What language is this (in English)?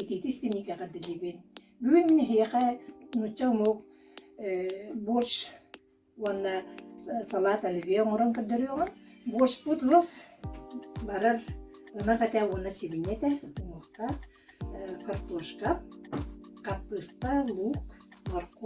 Yakut